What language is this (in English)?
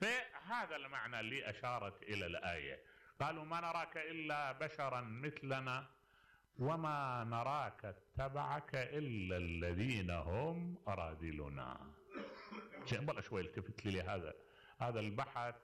Mesopotamian Arabic